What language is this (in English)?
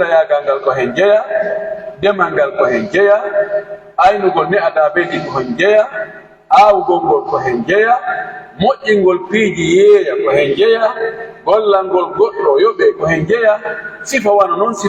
Pular